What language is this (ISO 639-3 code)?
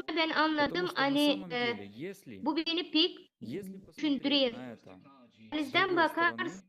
gag